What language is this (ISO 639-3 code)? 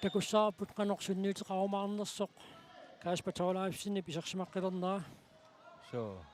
kal